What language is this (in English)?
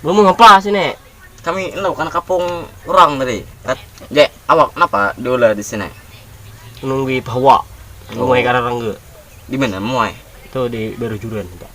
Banjar